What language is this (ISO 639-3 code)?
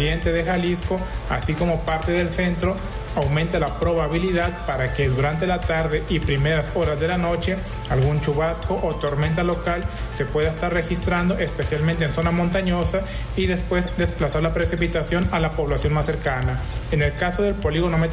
spa